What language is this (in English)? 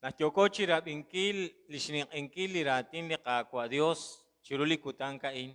Kekchí